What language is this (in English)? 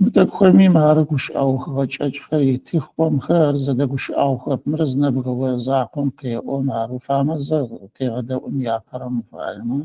Adyghe